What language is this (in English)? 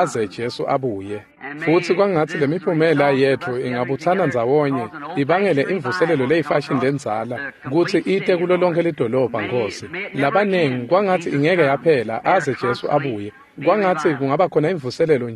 Swati